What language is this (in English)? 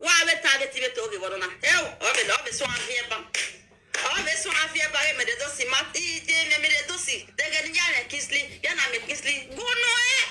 Nigerian Pidgin